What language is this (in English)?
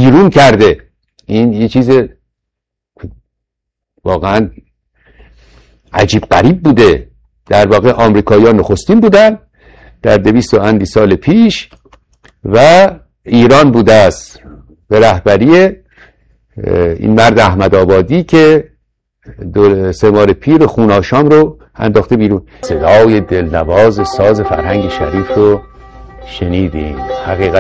Persian